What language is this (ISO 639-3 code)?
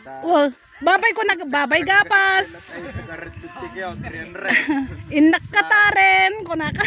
ilo